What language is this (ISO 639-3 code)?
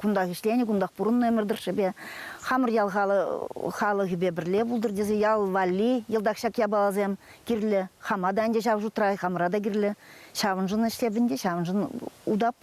chv